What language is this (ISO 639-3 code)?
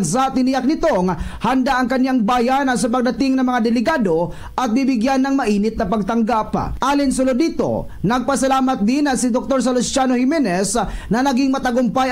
hil